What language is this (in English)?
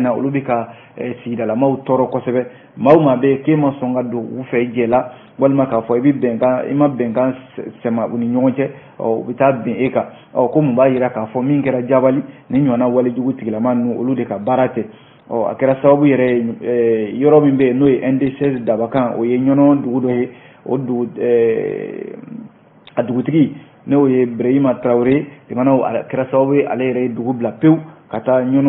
Bambara